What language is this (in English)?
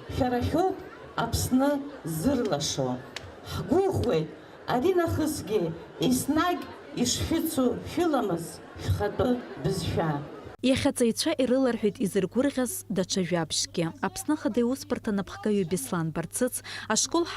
Abkhazian